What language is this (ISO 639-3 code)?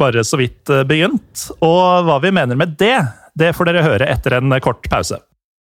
nor